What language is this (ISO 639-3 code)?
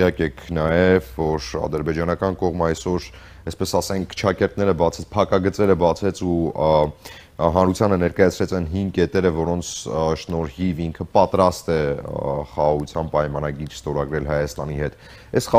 hye